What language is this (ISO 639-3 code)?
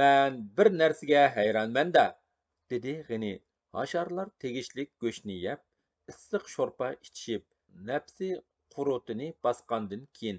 uig